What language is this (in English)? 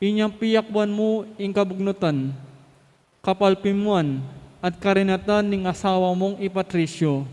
Pampanga